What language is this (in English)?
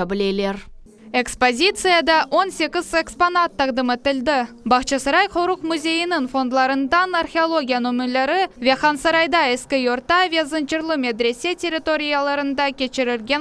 Crimean Tatar